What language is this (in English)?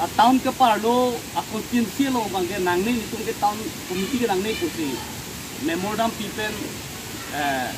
Karbi